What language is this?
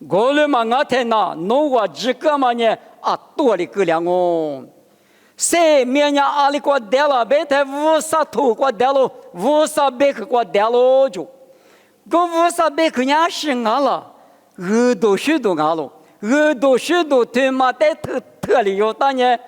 Lisu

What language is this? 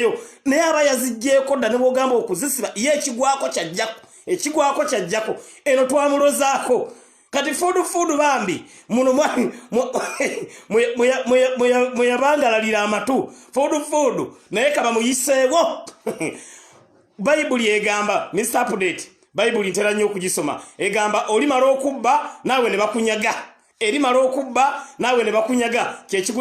Ganda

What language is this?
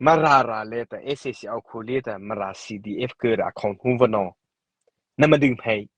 Mara Chin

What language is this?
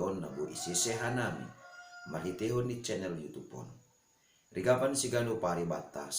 Batak Simalungun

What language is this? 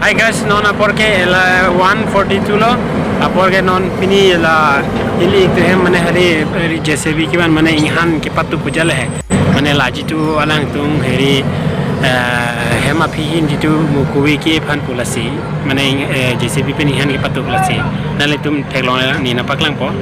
Karbi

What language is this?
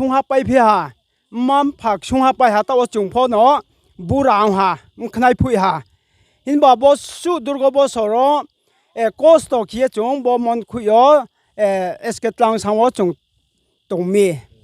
Riang (India)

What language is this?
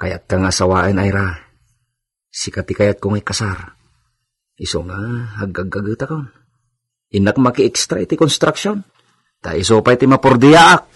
Iloko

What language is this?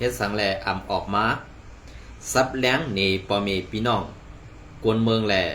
Shan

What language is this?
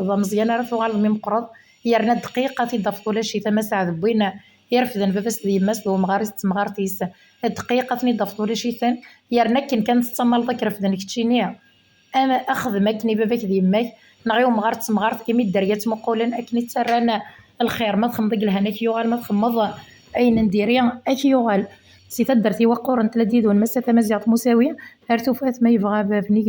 Kabyle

